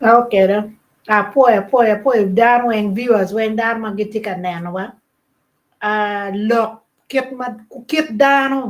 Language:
Acoli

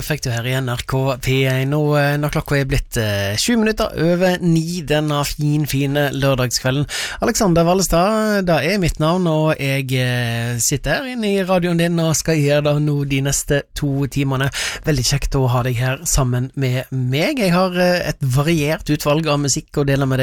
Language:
Norwegian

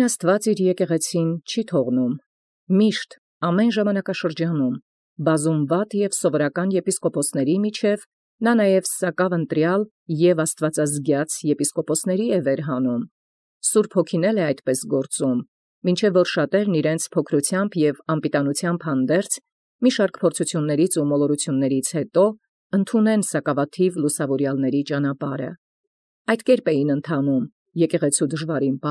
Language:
Armenian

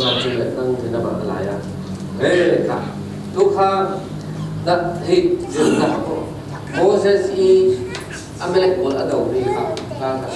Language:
Falam Chin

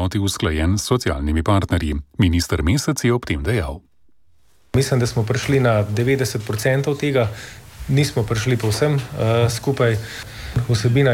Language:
Slovenian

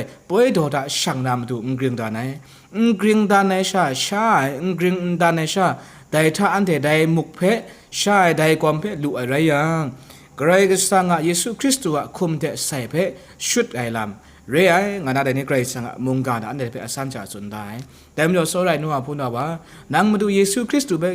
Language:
Kachin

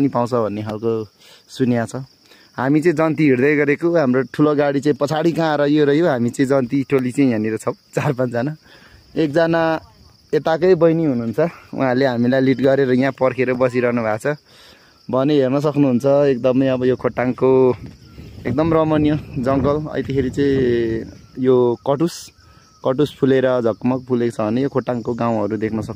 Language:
Nepali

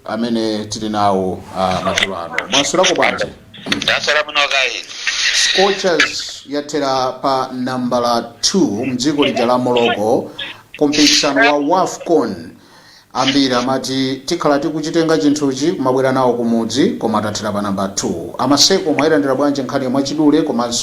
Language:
Nyanja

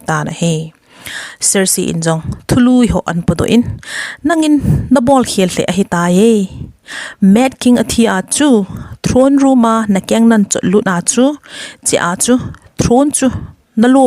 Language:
Thado Chin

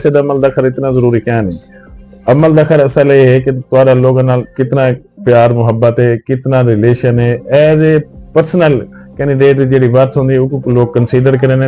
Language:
Saraiki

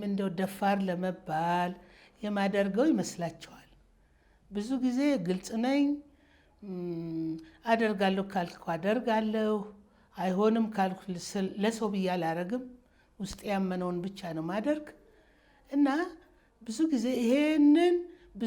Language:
Amharic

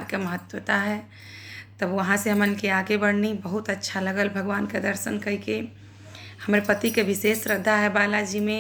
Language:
Bhojpuri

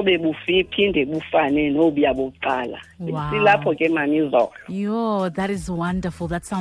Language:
Xhosa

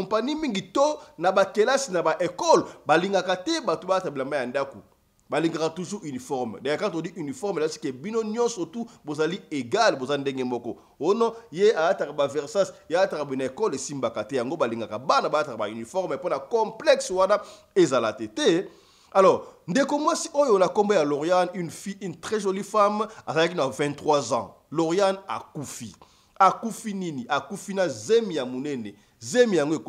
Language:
Lingala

